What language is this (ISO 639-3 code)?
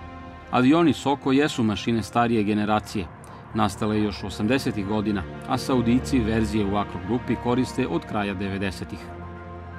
srp